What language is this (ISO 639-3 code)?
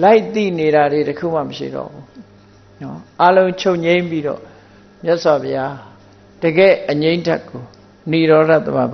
mya